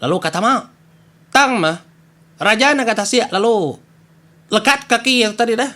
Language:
Iban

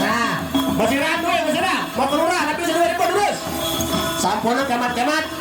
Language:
Balinese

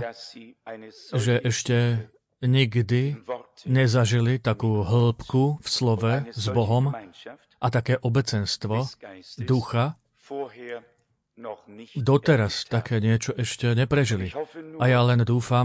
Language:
Slovak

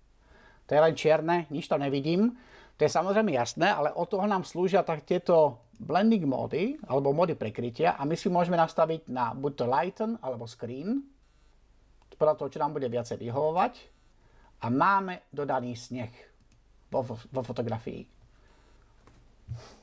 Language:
Slovak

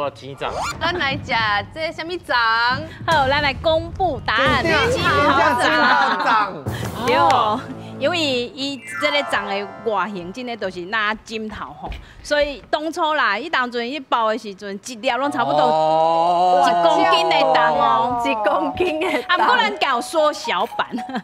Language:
Min Nan Chinese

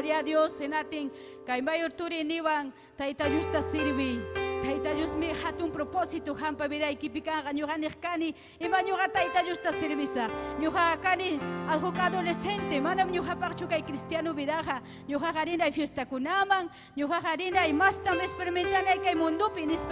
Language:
Ayacucho Quechua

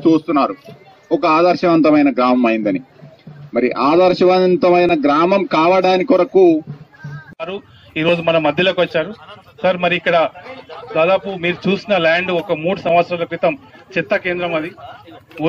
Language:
Telugu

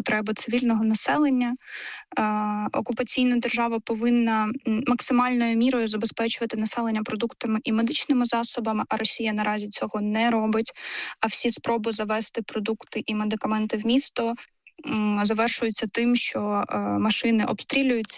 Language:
Ukrainian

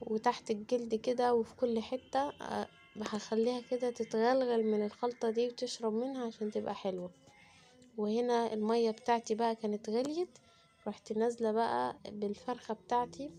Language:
Egyptian Arabic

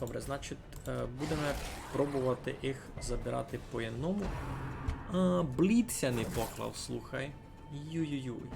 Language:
Rusyn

